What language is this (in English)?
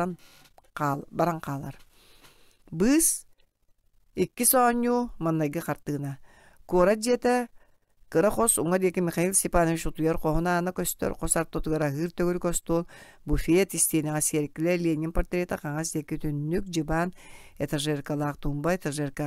Yakut